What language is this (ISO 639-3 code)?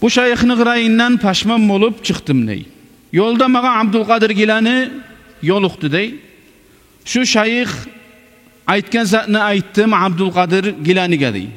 kum